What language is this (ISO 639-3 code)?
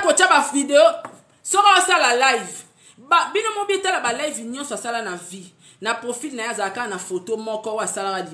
lin